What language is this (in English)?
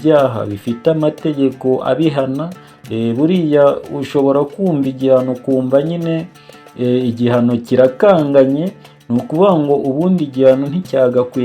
Kinyarwanda